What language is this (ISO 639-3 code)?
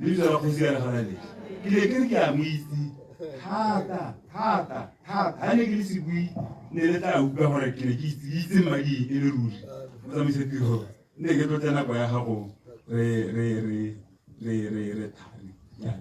tsn